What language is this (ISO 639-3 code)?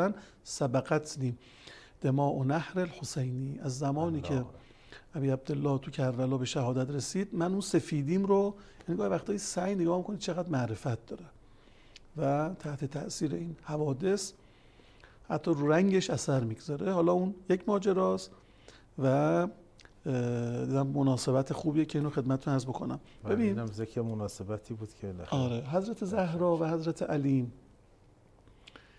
fas